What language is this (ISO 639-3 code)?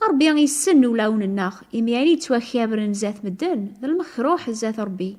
kab